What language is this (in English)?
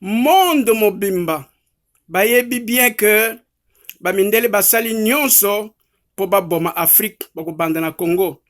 Lingala